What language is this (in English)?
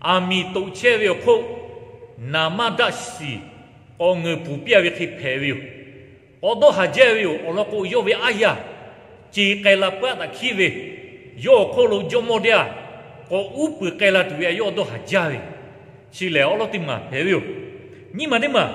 Lahu